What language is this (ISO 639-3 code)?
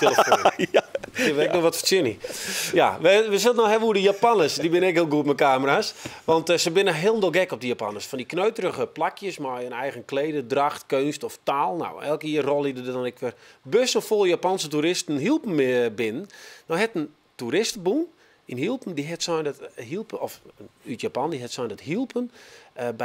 fry